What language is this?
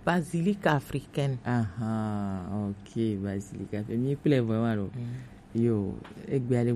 Gen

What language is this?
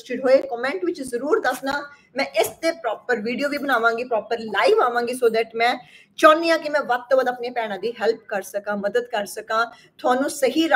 Punjabi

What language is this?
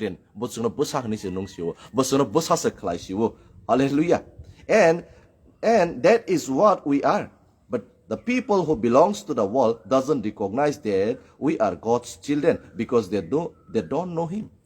Kok Borok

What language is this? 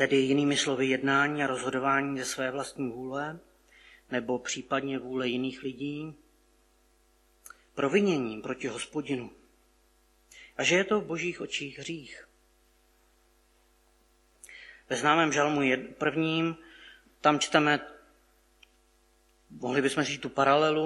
Czech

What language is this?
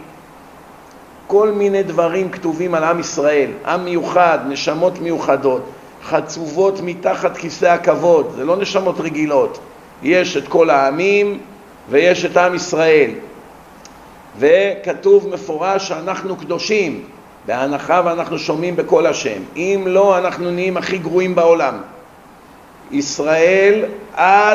Hebrew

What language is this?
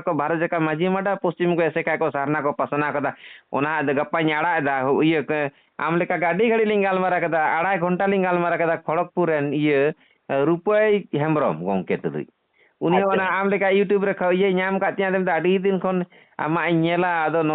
Santali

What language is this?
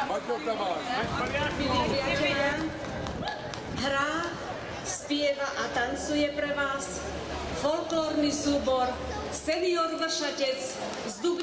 Slovak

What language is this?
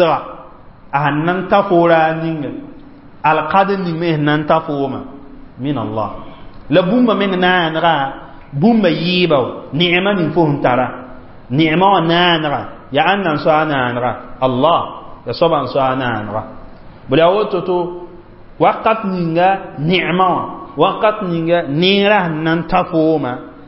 Mossi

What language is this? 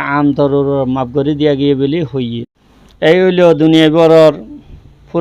Rohingya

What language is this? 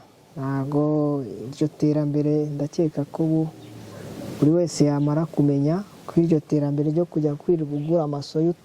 Kinyarwanda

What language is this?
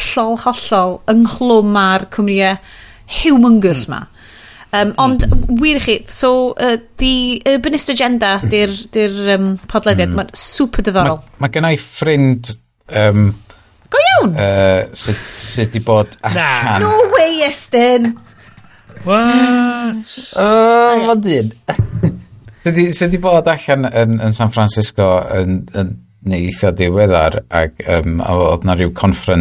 Welsh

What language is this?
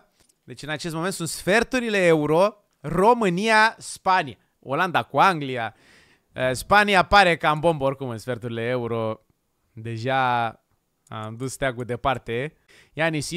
Romanian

